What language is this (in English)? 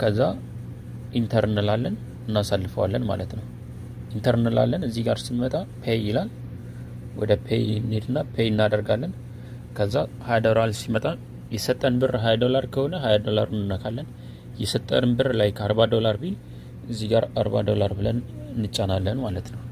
Amharic